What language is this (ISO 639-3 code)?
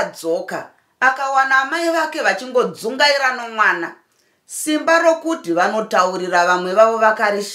sna